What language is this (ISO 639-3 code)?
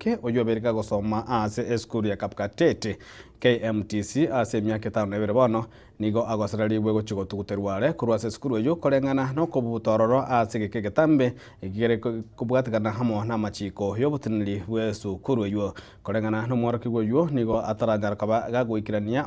guz